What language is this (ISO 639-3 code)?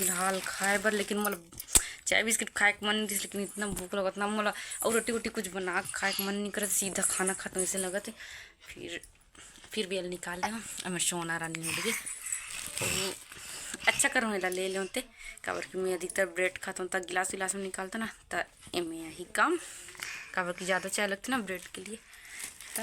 hne